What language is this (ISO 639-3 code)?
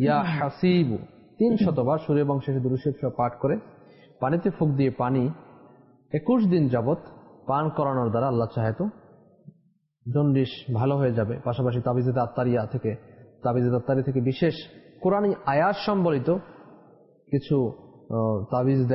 ben